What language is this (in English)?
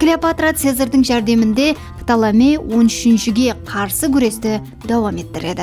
Kara-Kalpak